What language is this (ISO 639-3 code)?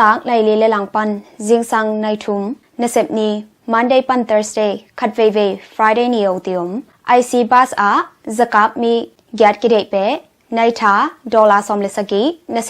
ctd